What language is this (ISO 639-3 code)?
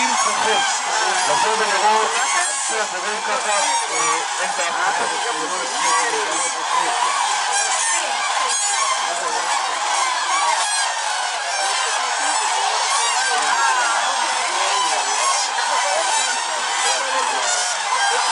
heb